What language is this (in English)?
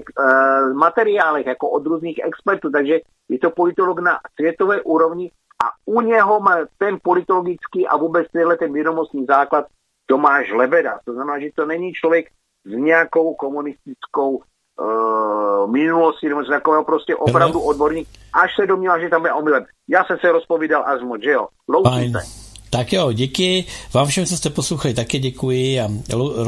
Czech